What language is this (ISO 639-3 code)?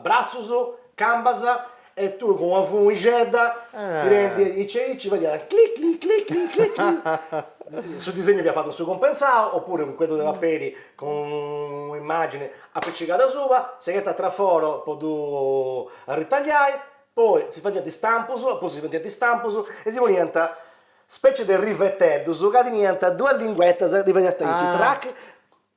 srd